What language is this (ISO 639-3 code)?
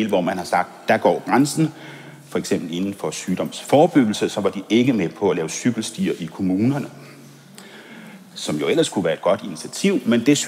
dan